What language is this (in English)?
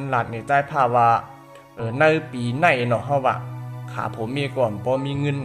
Shan